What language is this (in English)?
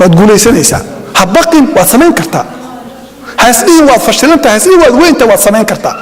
Somali